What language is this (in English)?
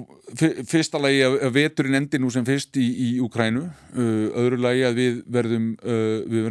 Icelandic